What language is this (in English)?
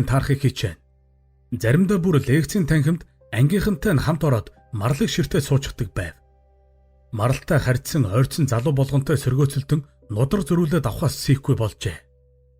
Mongolian